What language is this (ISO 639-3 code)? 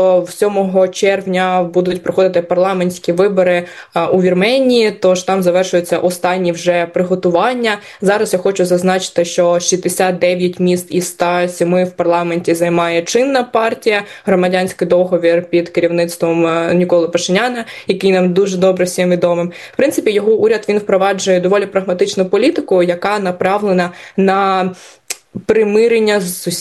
ukr